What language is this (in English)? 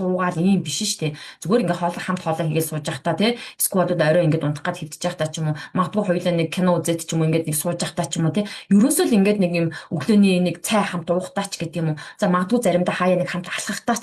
Mongolian